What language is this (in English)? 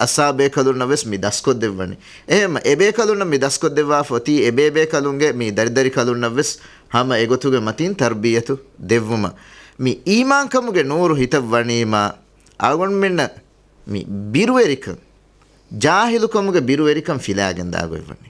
Divehi